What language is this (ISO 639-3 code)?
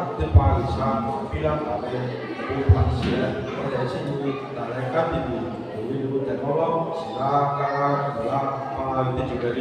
lhu